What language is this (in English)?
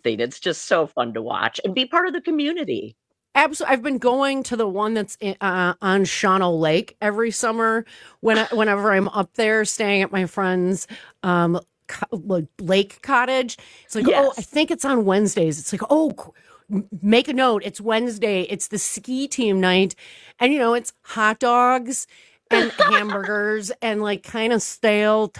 English